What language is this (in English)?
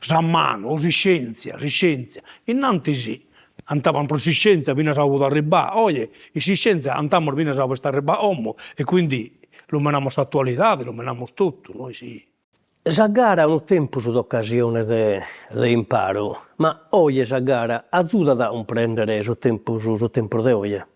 Sardinian